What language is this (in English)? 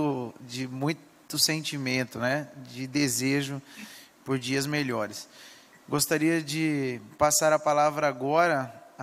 Portuguese